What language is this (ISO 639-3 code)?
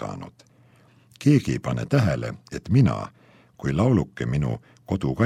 est